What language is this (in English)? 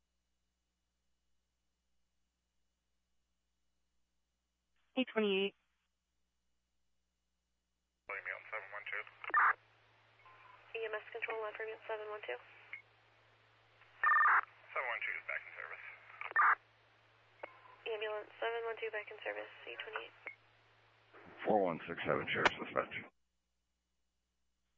English